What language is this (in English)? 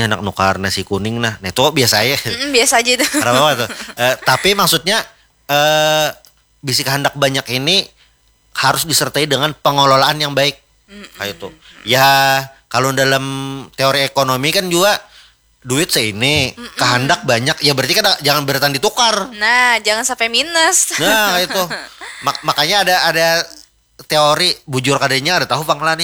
Banjar